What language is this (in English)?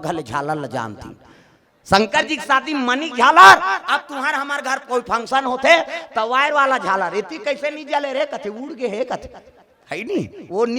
Chhattisgarhi